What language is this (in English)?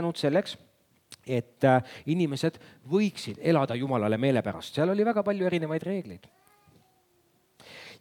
Estonian